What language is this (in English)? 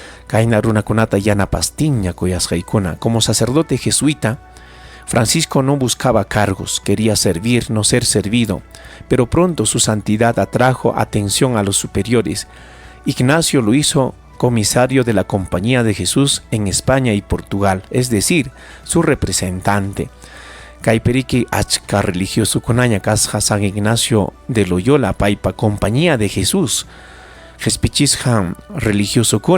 Ayacucho Quechua